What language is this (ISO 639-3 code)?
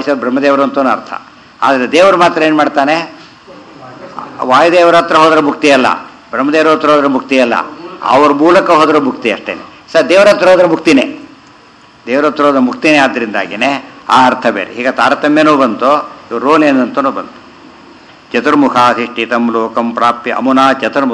kan